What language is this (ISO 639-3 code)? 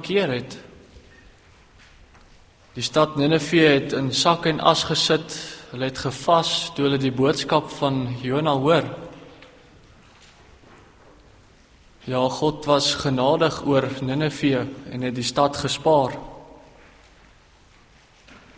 afr